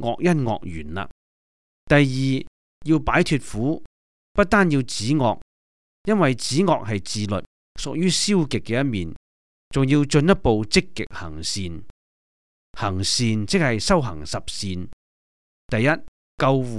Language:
Cantonese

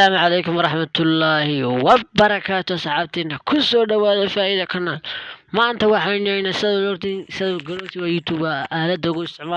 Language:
Somali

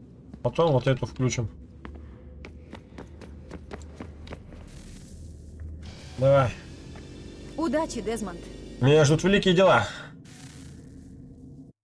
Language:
Russian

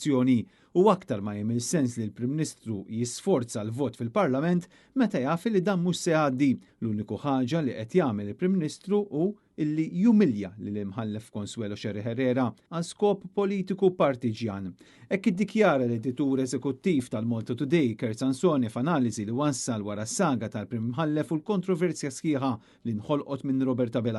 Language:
Maltese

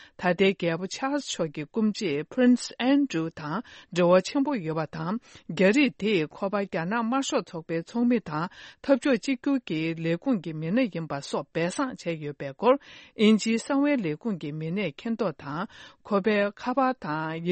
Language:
Tibetan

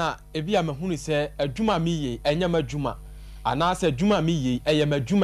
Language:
Akan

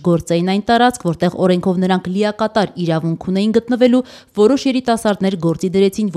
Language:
Armenian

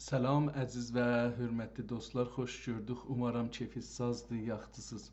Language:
South Azerbaijani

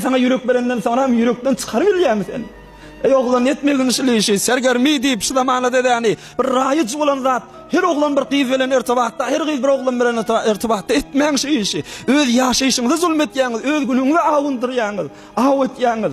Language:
Turkmen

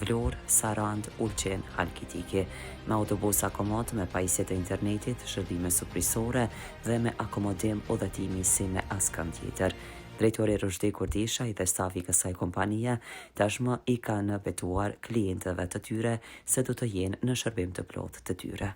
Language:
Albanian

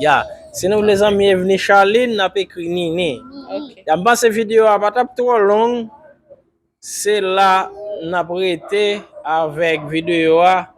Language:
Haitian Creole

